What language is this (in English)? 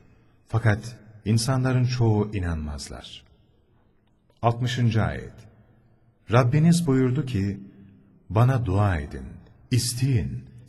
Turkish